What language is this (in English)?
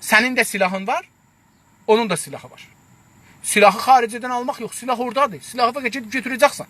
South Azerbaijani